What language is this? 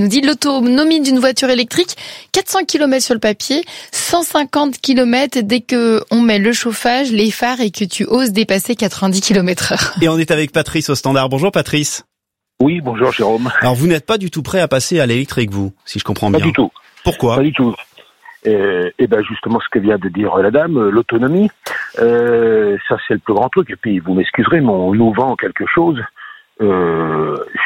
French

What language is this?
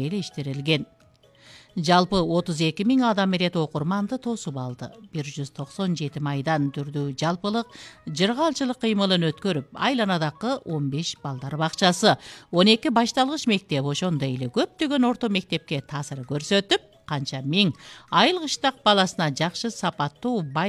Kyrgyz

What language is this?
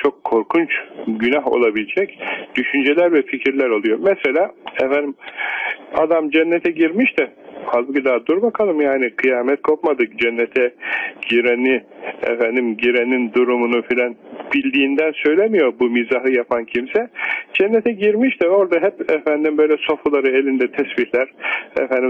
Turkish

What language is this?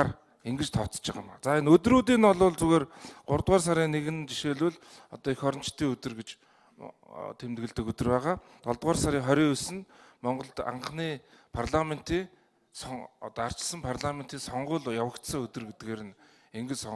Mongolian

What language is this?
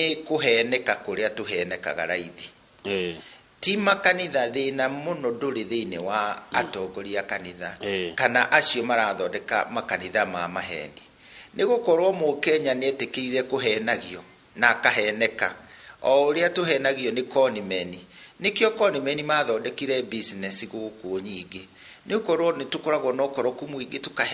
Kikuyu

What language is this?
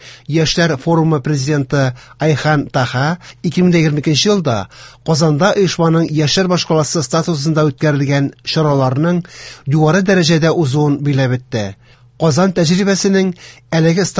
Tatar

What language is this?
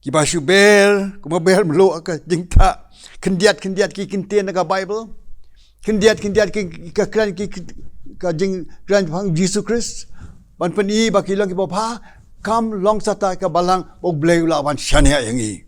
Khasi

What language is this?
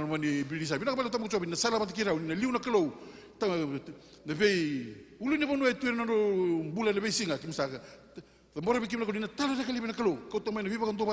Fijian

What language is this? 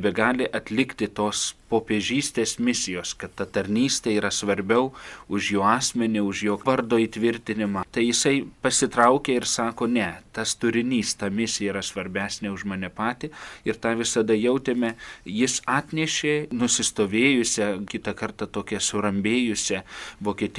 Lithuanian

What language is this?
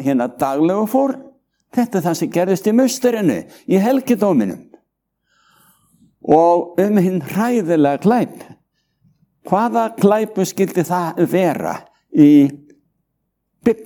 Icelandic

